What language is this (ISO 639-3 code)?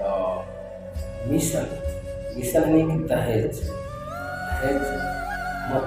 mai